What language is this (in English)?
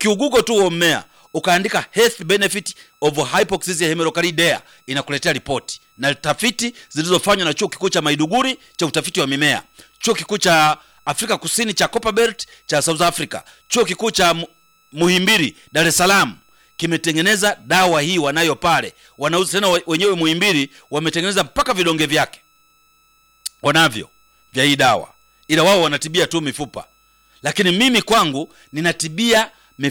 Swahili